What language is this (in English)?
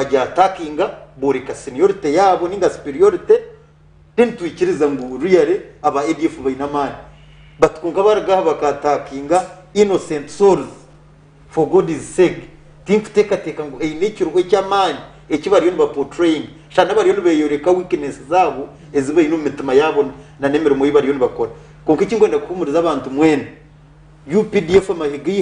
Nyankole